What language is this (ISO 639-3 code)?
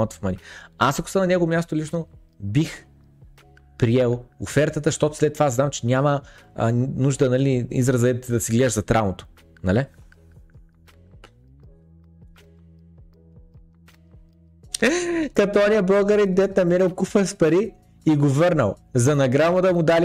bul